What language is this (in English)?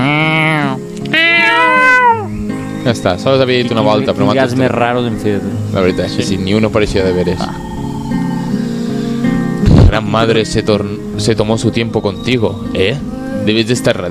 Catalan